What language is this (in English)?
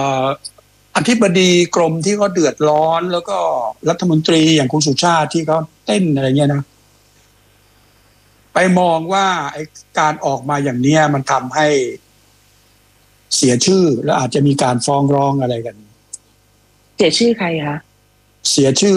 Thai